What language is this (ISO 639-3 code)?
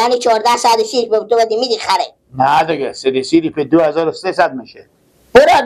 fas